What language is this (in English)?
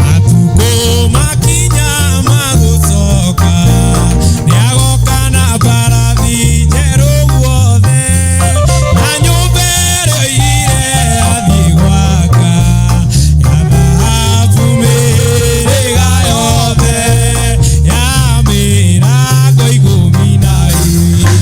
Kikuyu